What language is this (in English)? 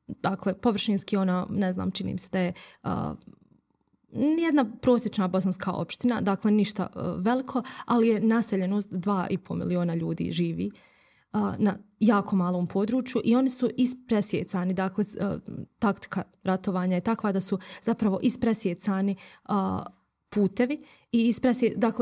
Bosnian